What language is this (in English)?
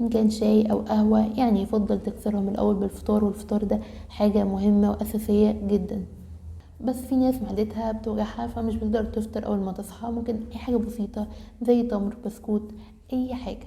Egyptian Arabic